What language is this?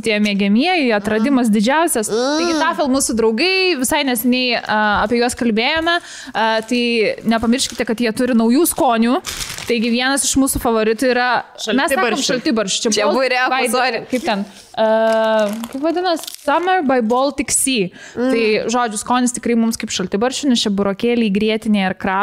Lithuanian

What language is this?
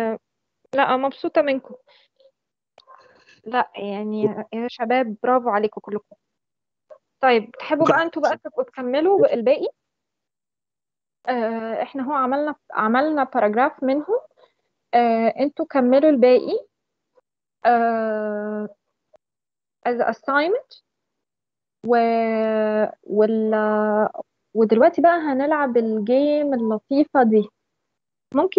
Egyptian Arabic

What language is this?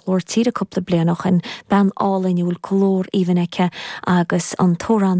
Irish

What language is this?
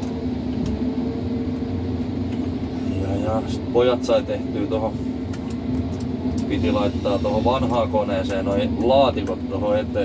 Finnish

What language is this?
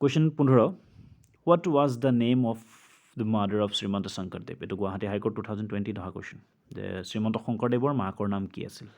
Assamese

